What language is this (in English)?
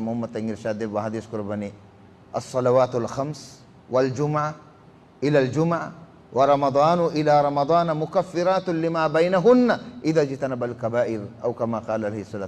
Divehi